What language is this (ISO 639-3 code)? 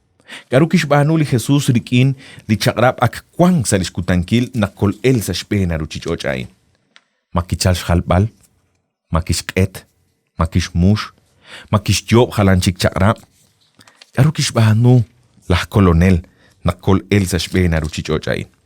kek